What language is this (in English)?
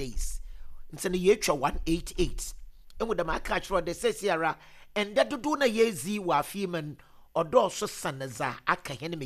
Akan